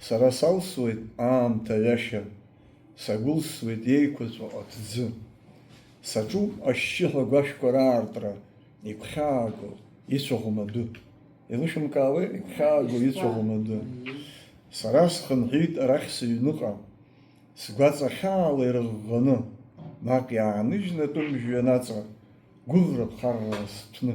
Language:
Abkhazian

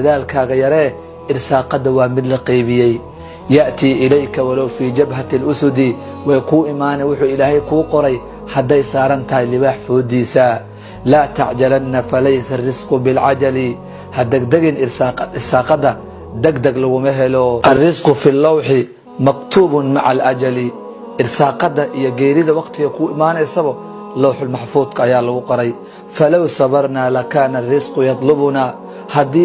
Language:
Somali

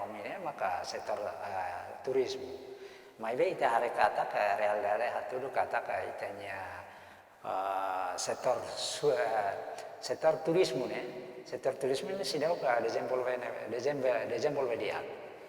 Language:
Tetum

